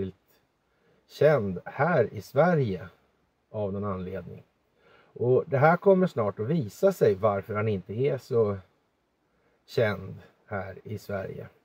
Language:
Swedish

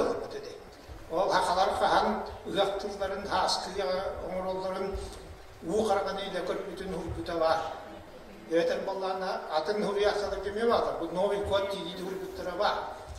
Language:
Yakut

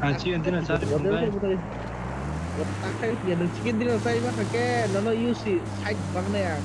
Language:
Kok Borok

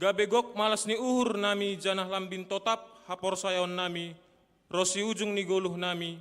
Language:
Batak Simalungun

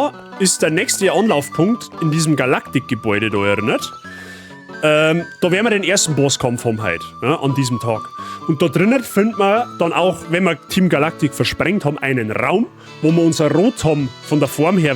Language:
Bavarian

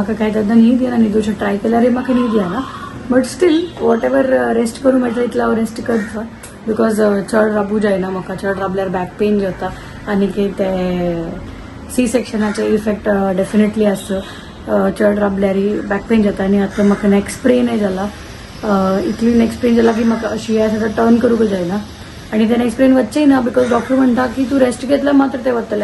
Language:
Konkani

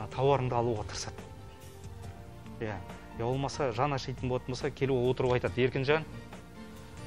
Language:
Kazakh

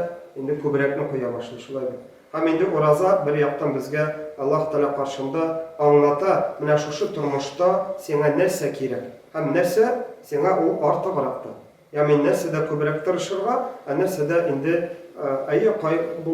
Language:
Tatar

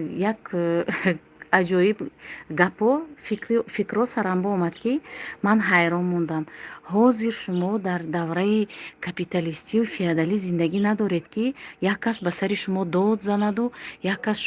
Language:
Tajik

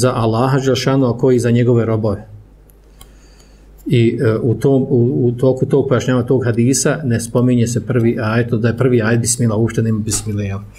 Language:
Bosnian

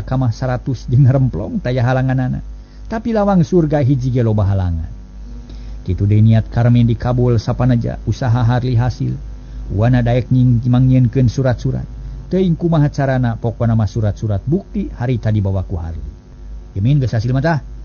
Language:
Sundanese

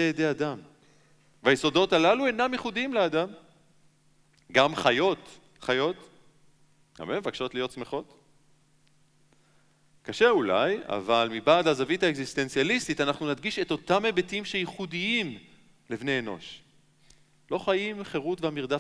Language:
Hebrew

